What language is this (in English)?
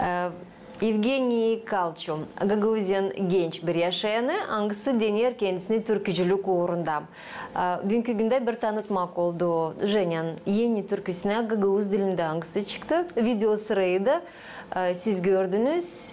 Gagauz